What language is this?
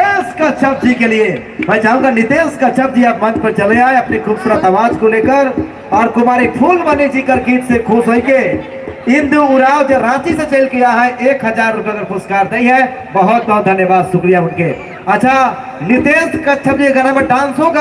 Sadri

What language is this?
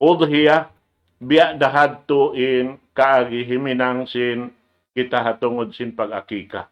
Tausug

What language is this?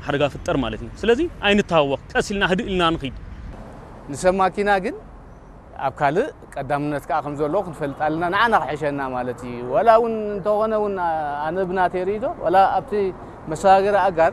Tigrinya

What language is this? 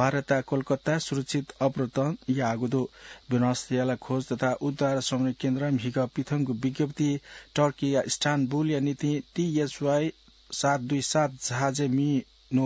Newari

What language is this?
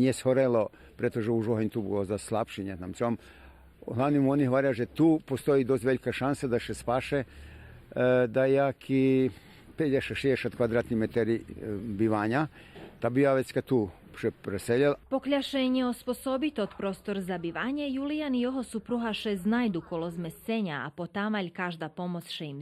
Rusyn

